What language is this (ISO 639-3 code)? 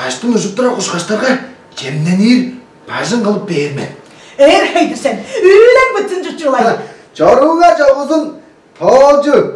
tyv